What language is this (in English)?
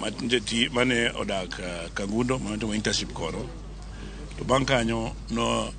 Luo (Kenya and Tanzania)